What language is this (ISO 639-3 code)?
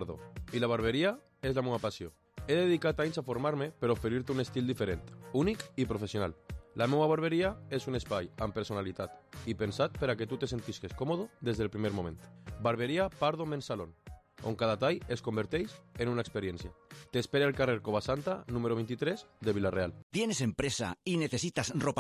cat